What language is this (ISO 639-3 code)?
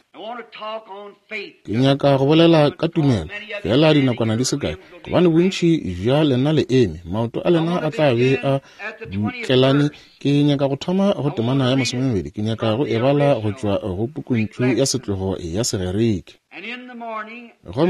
nso